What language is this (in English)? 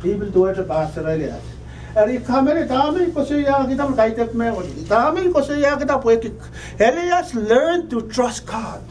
Pohnpeian